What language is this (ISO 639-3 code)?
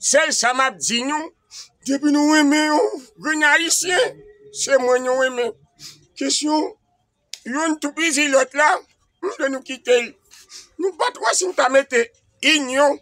hat